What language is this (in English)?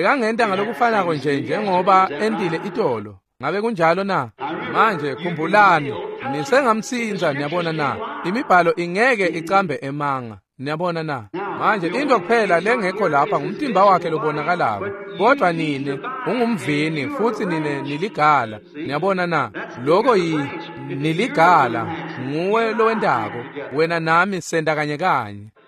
Swati